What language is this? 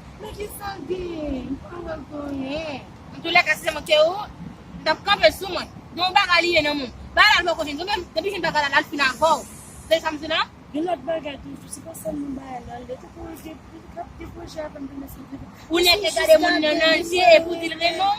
Haitian Creole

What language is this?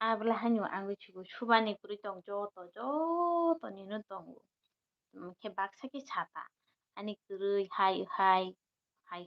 Kok Borok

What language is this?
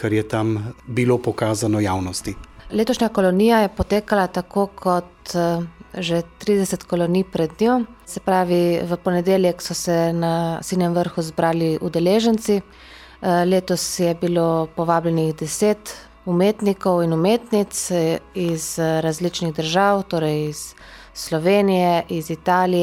Slovenian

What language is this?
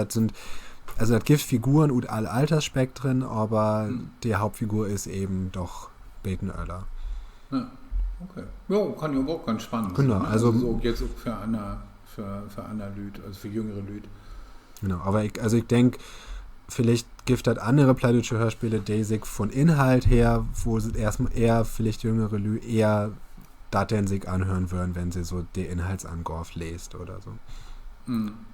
Low German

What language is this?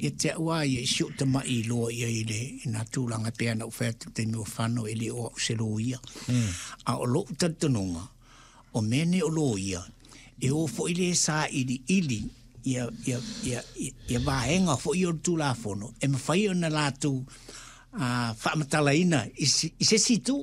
Samoan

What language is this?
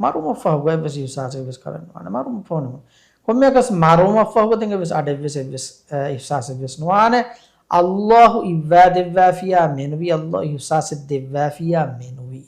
Divehi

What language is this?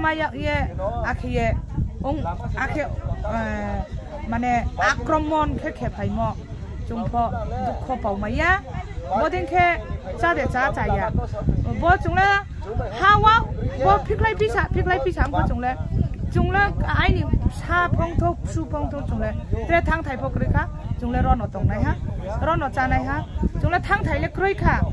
Riang (India)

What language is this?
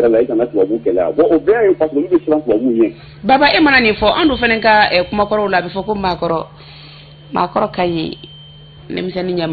Bambara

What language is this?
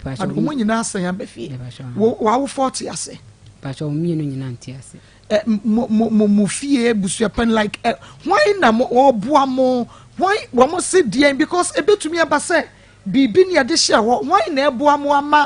Akan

